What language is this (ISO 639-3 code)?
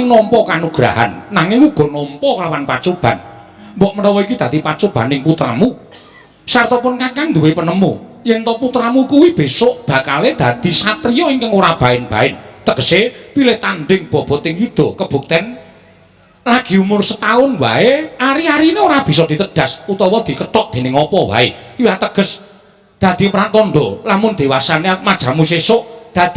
jav